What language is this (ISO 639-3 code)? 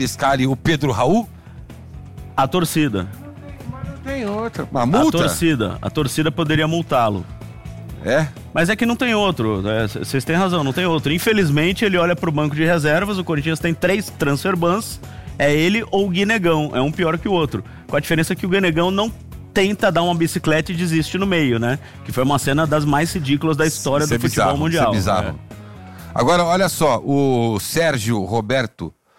por